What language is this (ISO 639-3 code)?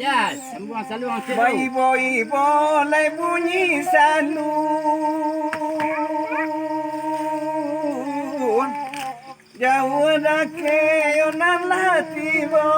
min